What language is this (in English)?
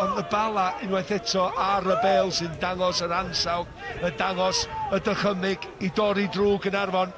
Welsh